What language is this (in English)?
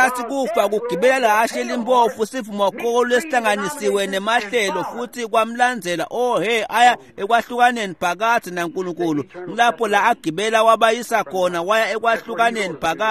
Swati